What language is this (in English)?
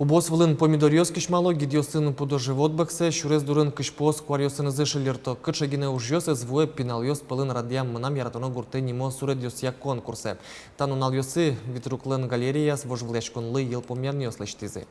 Udmurt